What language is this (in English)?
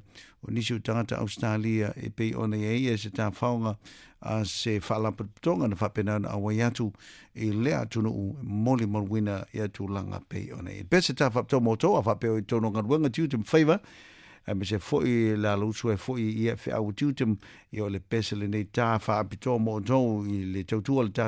Samoan